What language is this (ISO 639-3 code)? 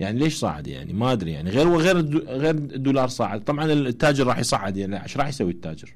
acm